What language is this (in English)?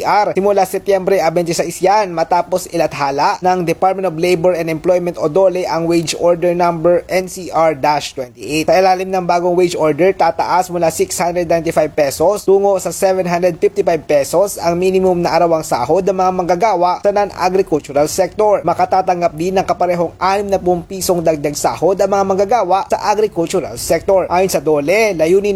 Filipino